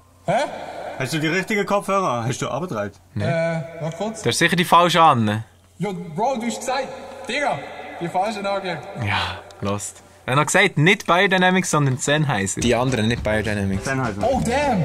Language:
Swiss German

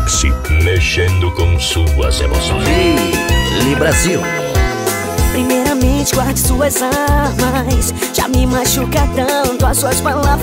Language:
Portuguese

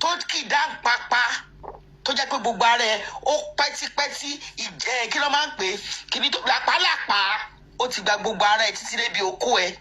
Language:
Yoruba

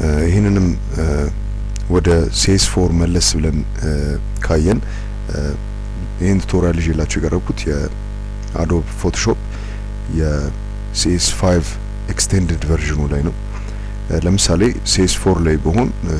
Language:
Amharic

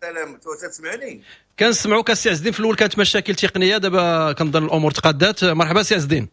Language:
Moroccan Arabic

